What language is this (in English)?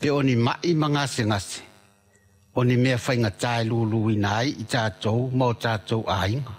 Samoan